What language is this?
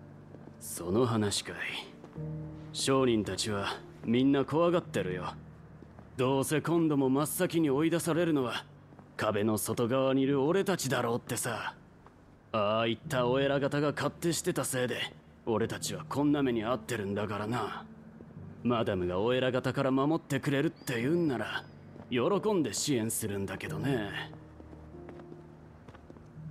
Japanese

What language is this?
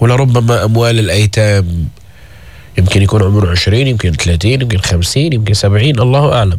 North Levantine Arabic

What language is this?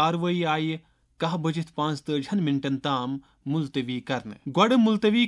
Kashmiri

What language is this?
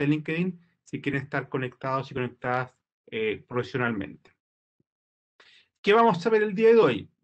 Spanish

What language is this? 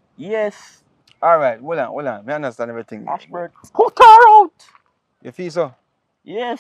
Jamaican Creole English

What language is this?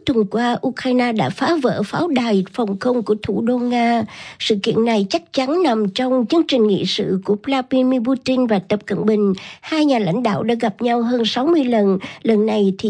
Vietnamese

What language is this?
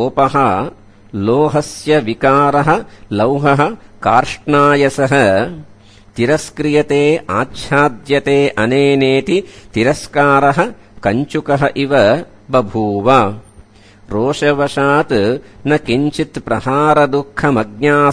Sanskrit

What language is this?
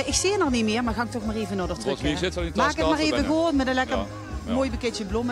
Limburgish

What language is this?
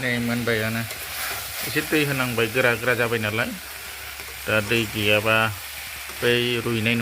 Bodo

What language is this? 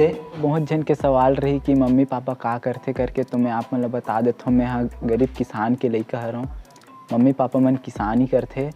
Chhattisgarhi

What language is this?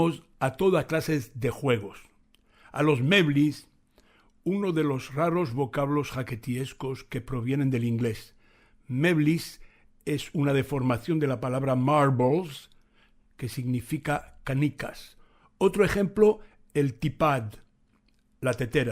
Ladino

